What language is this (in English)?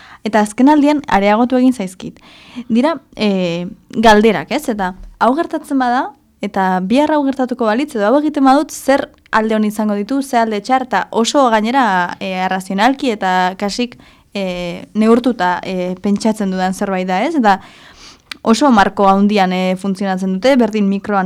Basque